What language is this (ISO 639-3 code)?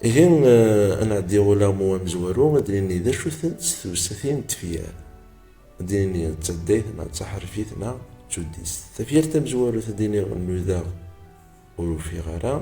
kab